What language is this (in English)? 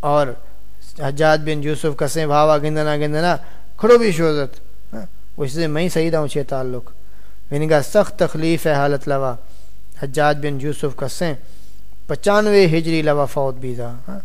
Saraiki